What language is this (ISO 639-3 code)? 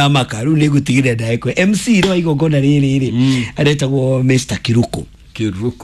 kik